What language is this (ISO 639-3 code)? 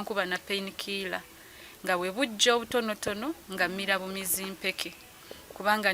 lug